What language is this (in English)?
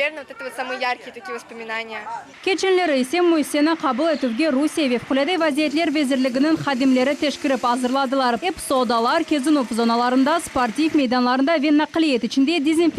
Crimean Tatar